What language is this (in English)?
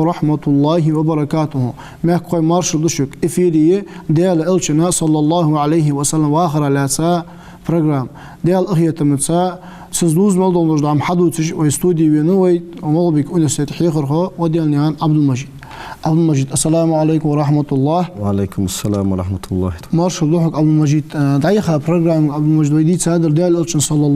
Ingush